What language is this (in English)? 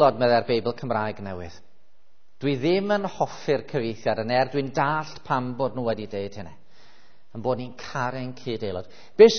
Welsh